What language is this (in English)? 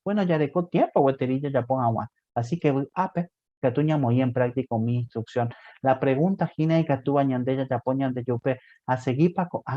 Guarani